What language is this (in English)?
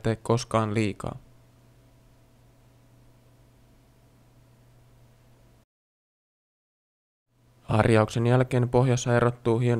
Finnish